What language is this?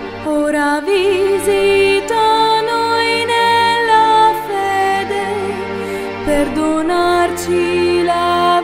Italian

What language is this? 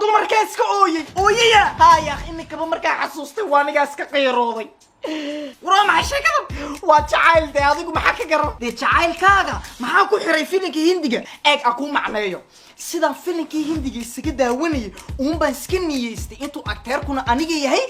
Somali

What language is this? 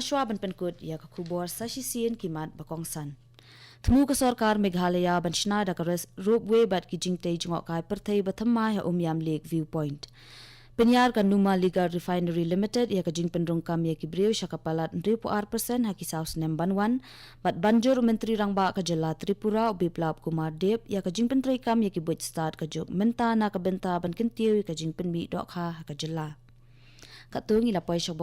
Khasi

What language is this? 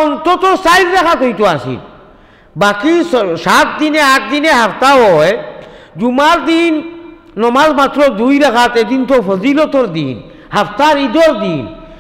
Sylheti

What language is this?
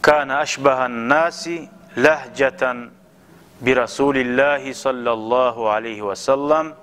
Kumyk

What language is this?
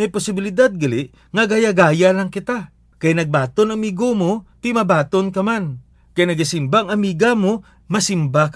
Hiligaynon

